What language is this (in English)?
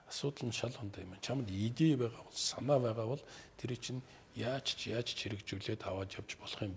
Mongolian